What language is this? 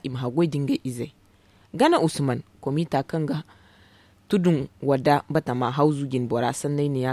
Zarma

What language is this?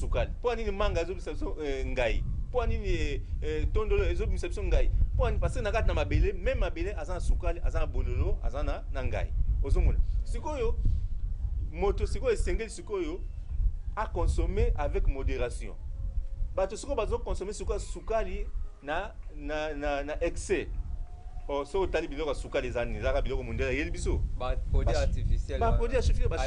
Lingala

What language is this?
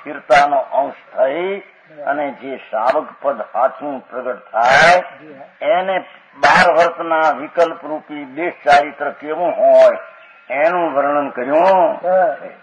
Gujarati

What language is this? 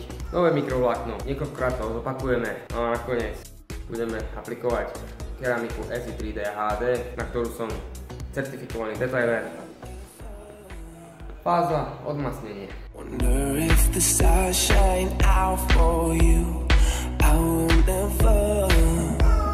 Slovak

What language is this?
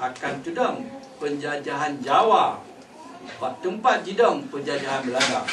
Achinese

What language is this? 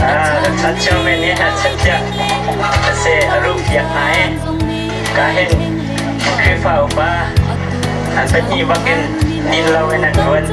Hakha Chin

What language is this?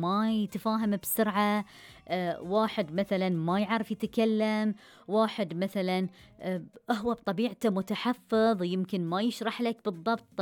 Gulf Arabic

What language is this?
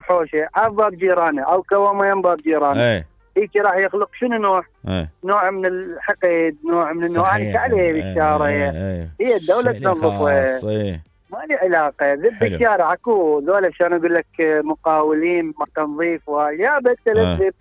Mesopotamian Arabic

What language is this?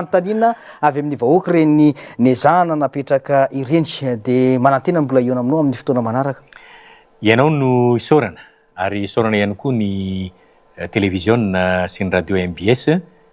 Malagasy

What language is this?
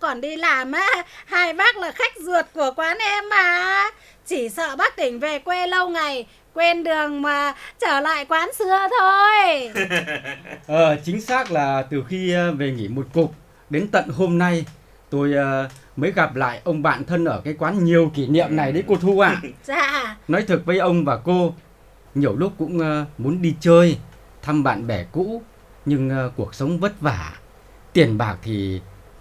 Vietnamese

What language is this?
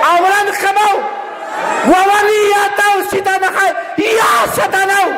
Aymara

